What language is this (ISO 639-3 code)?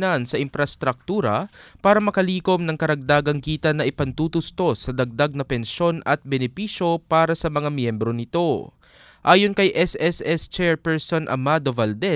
fil